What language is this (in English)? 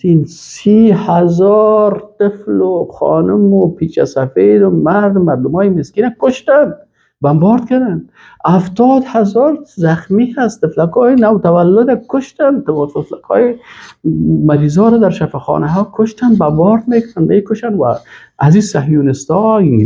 Persian